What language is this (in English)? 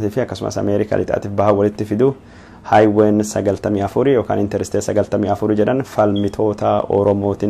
Oromo